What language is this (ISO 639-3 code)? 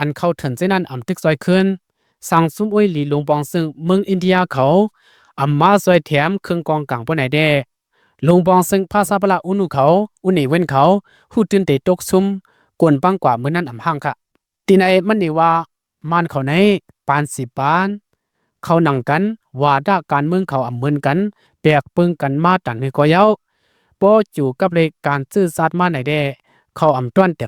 shn